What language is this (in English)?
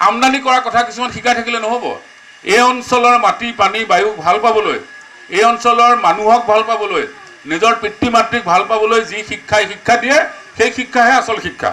Assamese